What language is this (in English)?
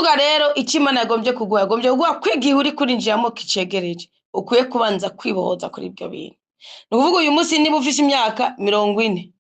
Rundi